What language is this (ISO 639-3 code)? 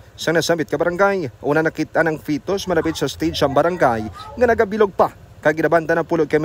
hil